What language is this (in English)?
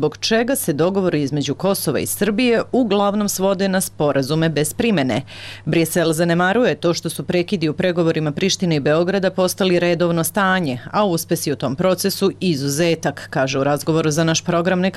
Serbian